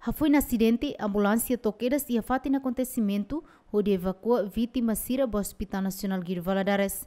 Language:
Tetum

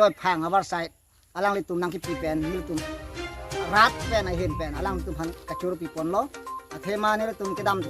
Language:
Karbi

